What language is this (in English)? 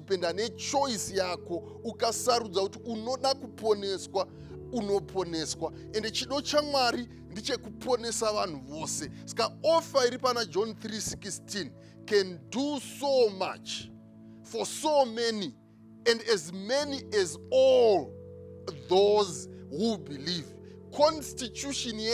Shona